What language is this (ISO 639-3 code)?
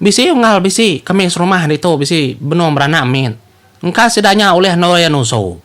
iba